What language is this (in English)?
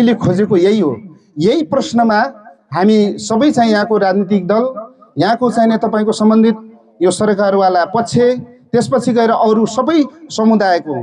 Nepali